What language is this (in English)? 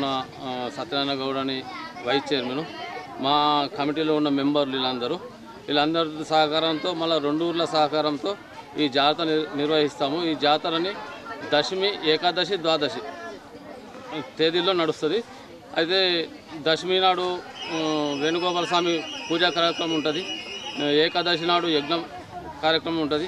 Telugu